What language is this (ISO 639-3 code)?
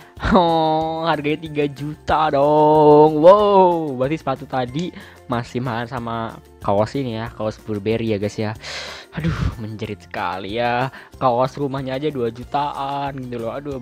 ind